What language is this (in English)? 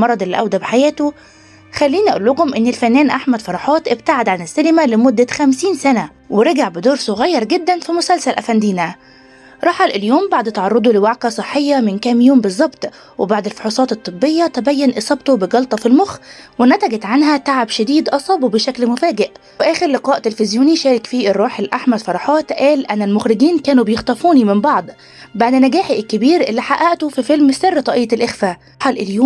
Egyptian Arabic